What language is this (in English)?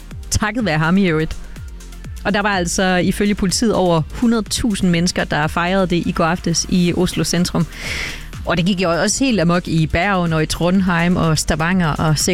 Danish